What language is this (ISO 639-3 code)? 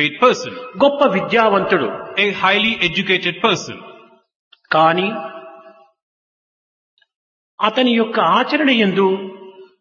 tel